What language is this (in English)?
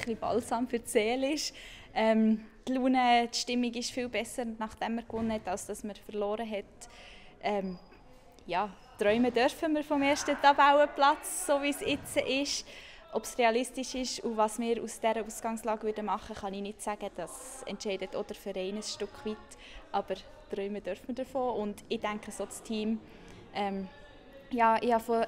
Swiss German